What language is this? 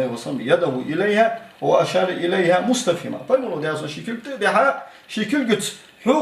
Ingush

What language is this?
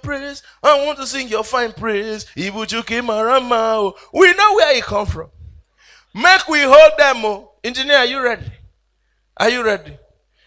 Nigerian Pidgin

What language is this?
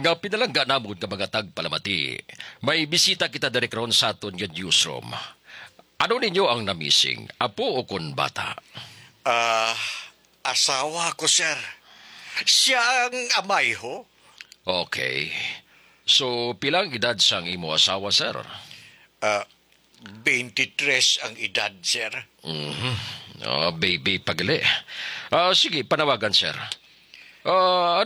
Hiligaynon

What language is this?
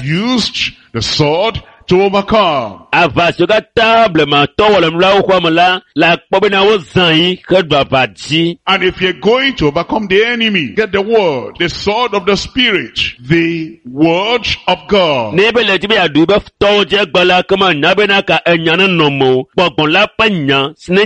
Ewe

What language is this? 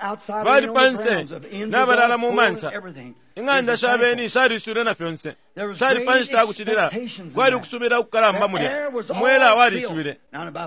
Bemba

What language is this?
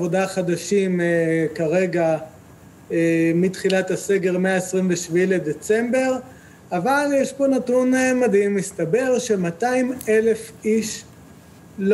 Hebrew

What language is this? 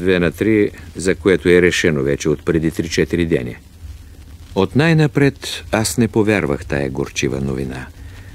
Bulgarian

